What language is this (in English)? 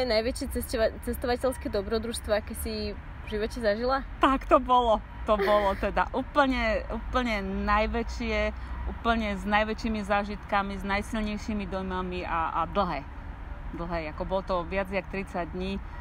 Slovak